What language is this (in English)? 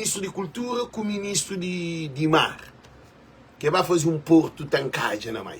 Kabuverdianu